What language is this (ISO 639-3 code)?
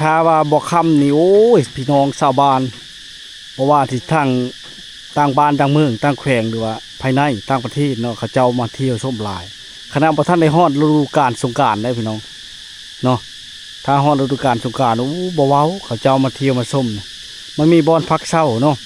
lao